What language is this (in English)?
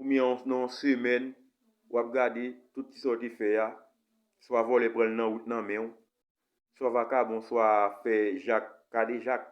Haitian Creole